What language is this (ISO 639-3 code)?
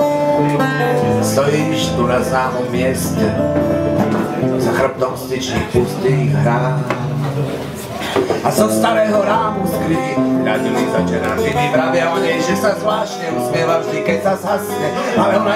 slk